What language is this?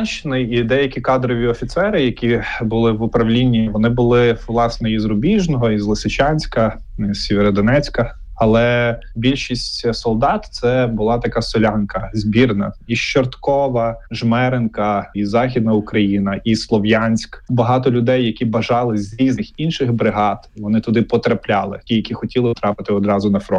Ukrainian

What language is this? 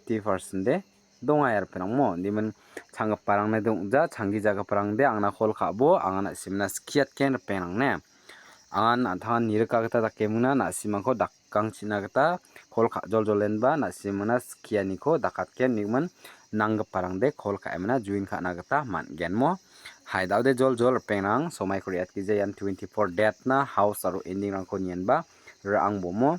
Garo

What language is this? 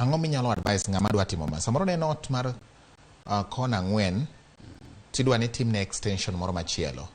Luo (Kenya and Tanzania)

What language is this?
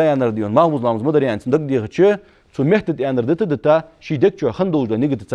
Ingush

